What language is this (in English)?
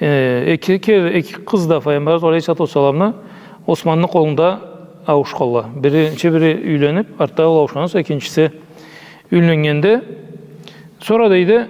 Karachay-Balkar